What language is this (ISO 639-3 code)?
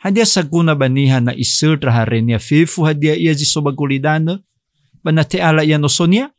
nia